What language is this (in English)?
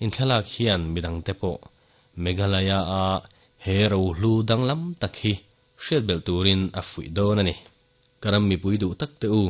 Mizo